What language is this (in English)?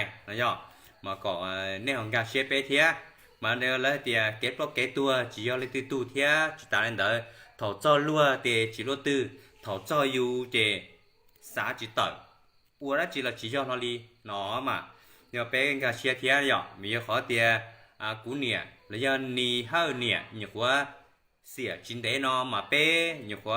Hmong